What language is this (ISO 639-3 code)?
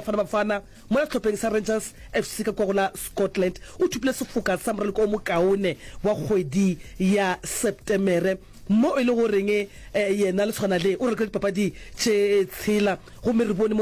nso